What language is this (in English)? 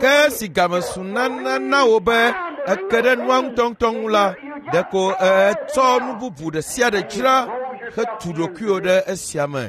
Ewe